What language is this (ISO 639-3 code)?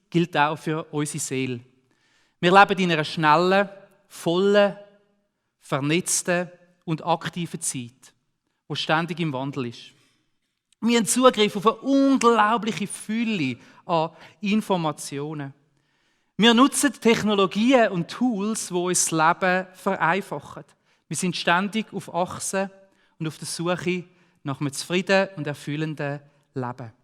gsw